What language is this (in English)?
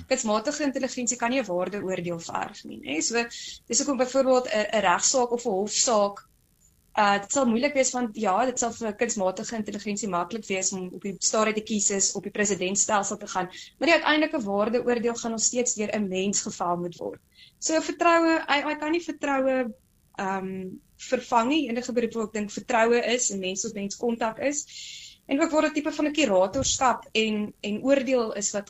Afrikaans